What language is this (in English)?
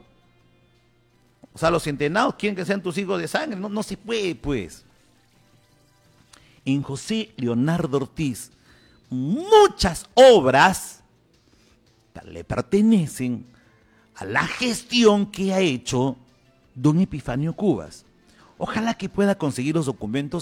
Spanish